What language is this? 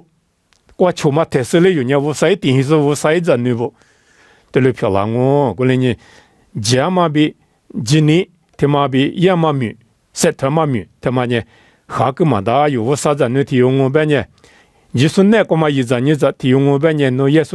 Lisu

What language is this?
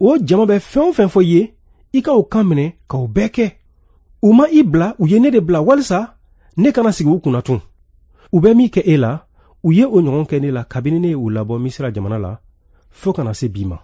Bambara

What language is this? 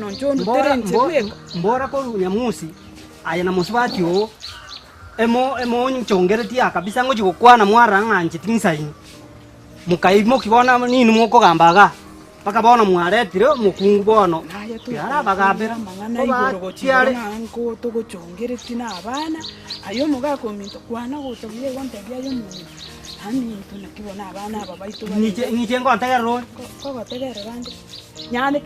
Gusii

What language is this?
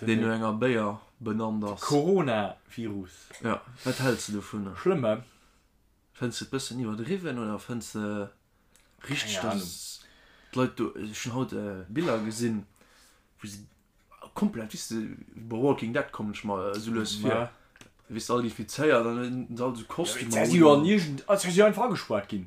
Luxembourgish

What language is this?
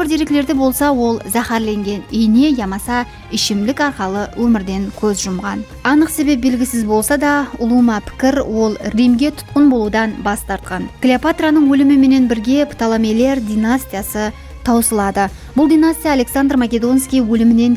Kara-Kalpak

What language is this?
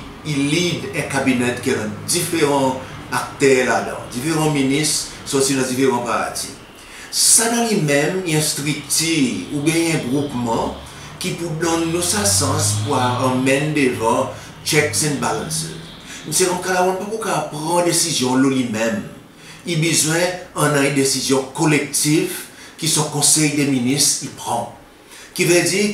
Seselwa Creole French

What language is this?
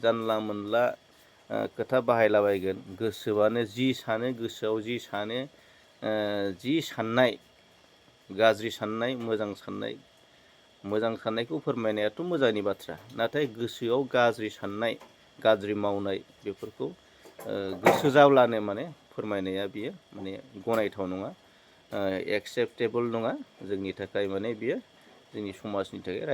Bodo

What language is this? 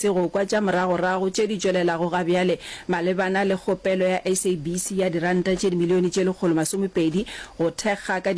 Northern Sotho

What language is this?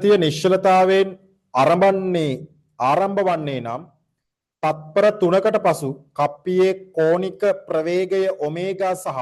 Sinhala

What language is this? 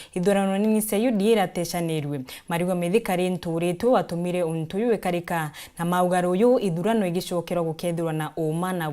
Meru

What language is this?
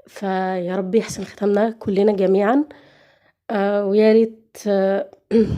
Egyptian Arabic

